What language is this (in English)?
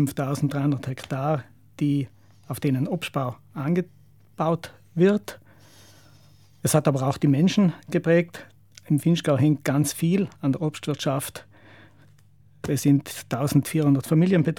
German